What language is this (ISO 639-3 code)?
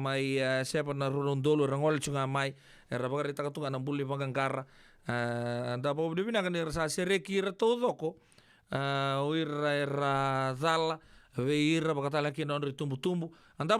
fij